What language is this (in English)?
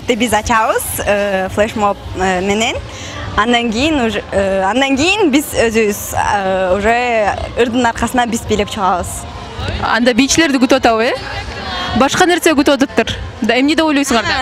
Kyrgyz